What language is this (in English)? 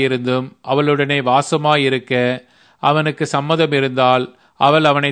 Tamil